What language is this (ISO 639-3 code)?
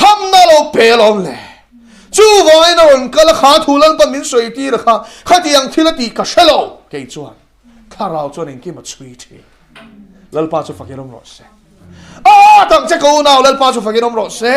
lus